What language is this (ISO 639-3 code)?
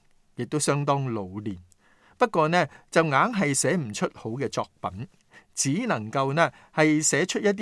yue